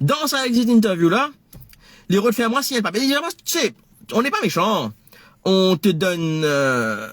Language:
Morisyen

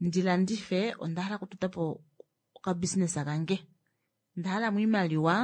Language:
Kuanyama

